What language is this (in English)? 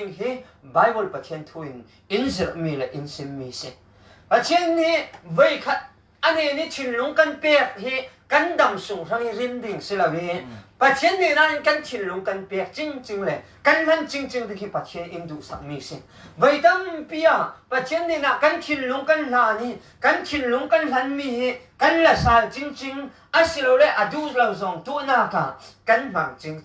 Falam Chin